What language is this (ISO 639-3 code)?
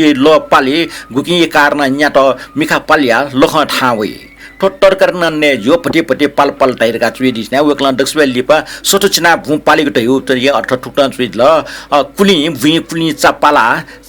new